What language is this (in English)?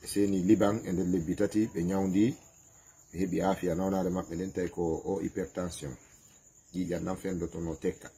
Fula